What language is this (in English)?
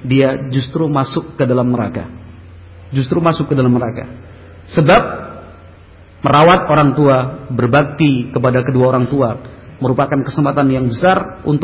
Indonesian